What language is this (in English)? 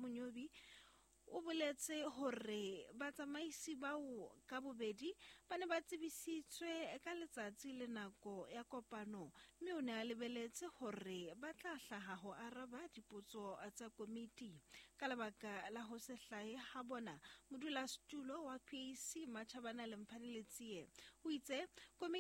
Southern Sotho